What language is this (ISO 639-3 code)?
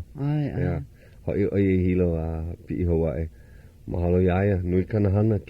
haw